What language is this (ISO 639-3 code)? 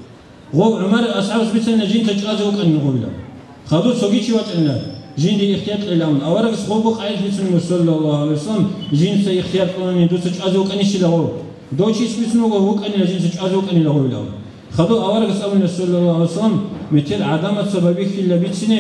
ava